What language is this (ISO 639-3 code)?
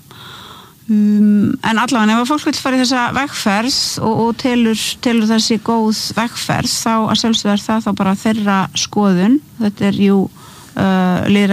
isl